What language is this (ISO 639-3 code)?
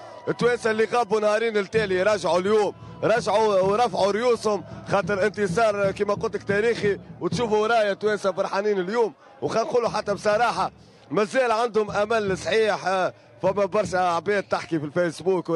aeb